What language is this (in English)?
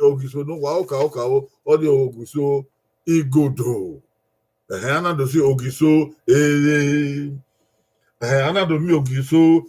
Bini